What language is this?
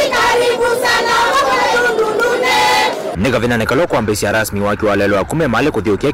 Kamba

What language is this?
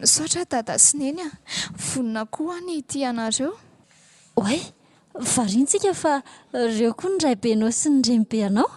Malagasy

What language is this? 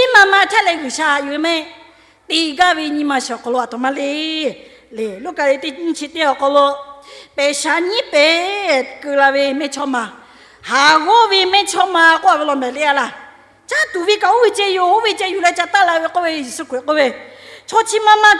Lahu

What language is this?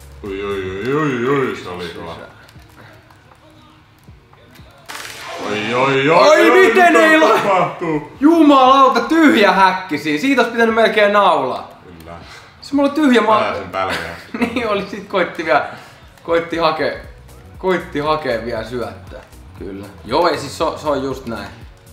Finnish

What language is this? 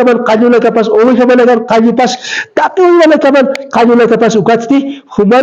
Aymara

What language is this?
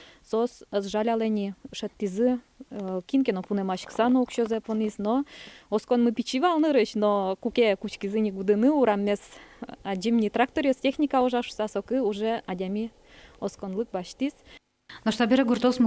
Udmurt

